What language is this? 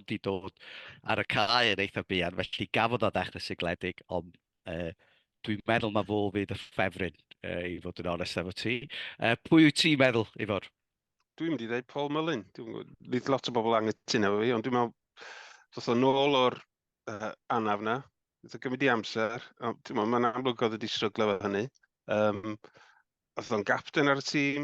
Welsh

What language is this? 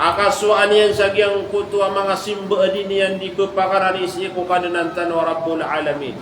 Maranao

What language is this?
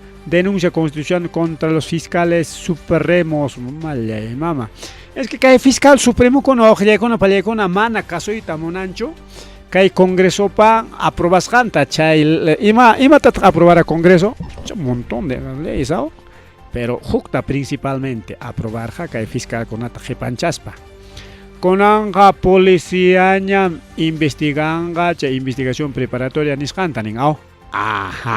Ayacucho Quechua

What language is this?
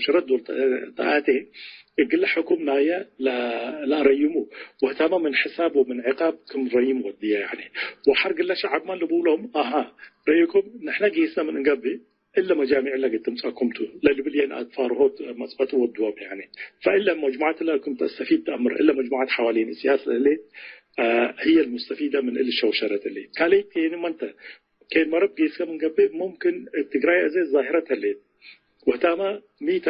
Tigre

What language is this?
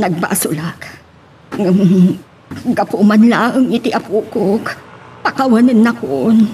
Iloko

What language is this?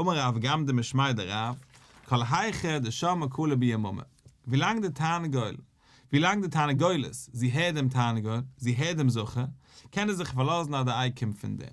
Yiddish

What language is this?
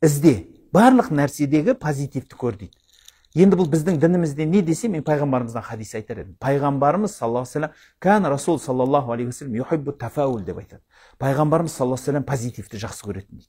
Kazakh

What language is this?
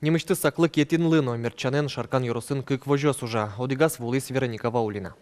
Udmurt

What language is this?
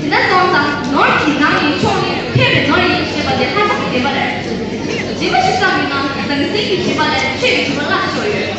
Tibetan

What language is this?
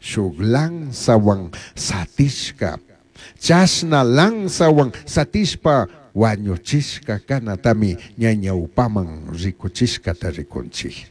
Chimborazo Highland Quichua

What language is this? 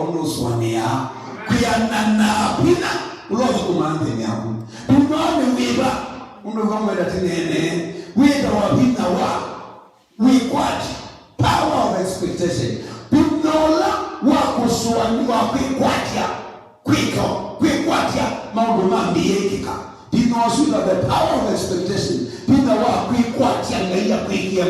Kamba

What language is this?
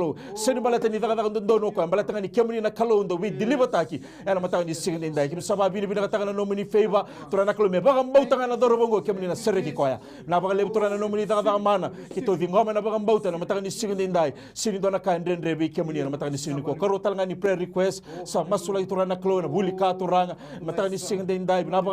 Fijian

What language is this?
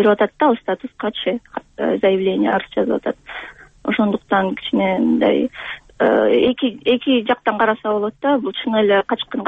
Kyrgyz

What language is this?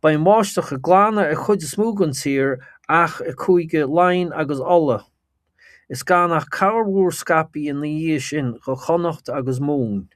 Irish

